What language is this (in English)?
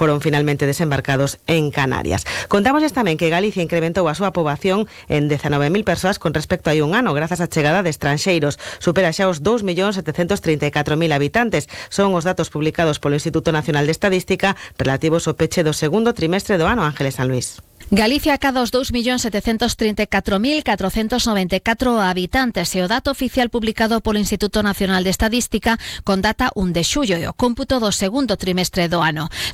Galician